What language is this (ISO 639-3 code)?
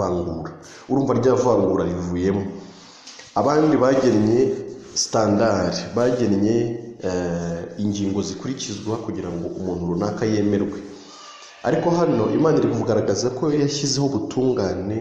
kin